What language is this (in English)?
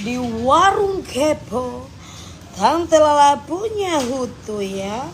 Manado Malay